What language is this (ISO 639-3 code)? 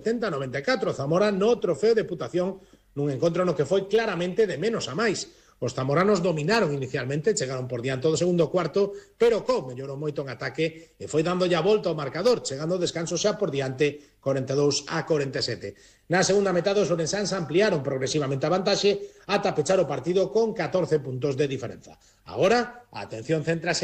glg